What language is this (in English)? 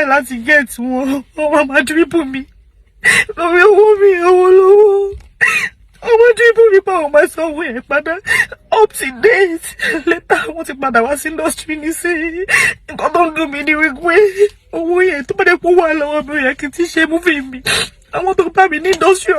Yoruba